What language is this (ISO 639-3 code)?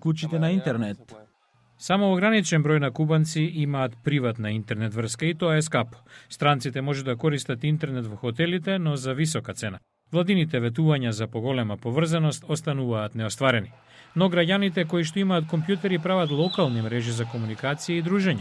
mkd